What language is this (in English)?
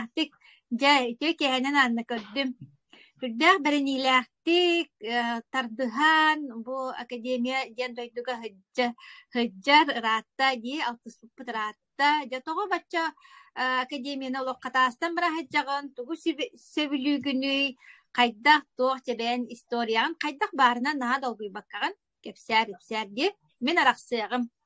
Yakut